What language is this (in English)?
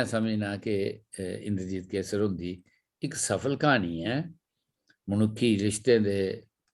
Dogri